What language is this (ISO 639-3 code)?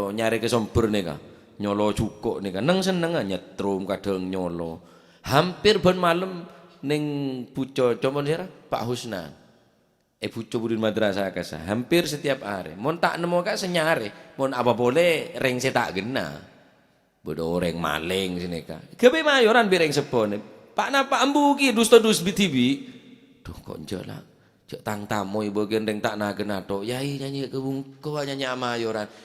mad